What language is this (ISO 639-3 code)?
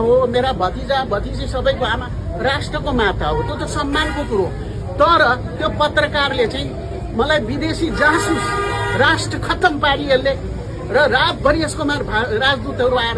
nep